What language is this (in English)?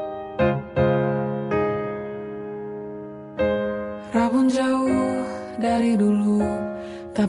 Indonesian